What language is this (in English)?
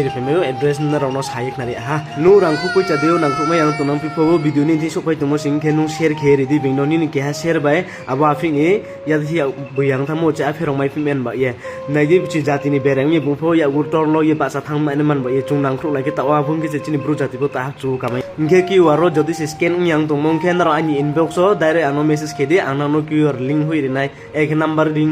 Riang (India)